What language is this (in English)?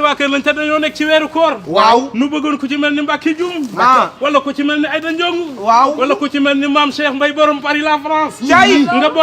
Wolof